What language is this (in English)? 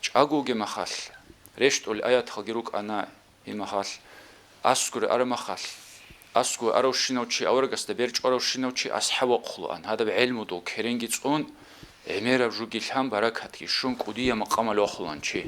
Avaric